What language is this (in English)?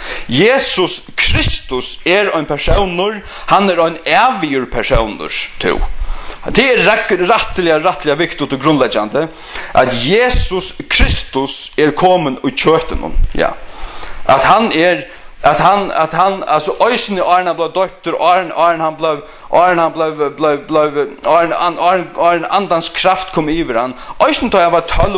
Faroese